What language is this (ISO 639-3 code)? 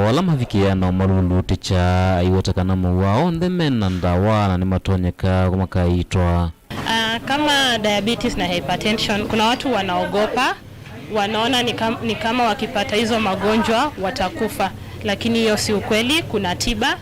kam